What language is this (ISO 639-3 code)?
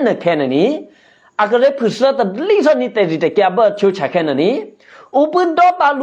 eky